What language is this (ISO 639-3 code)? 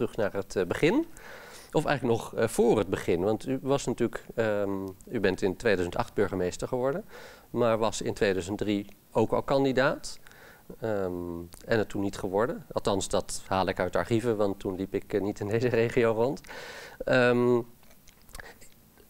nld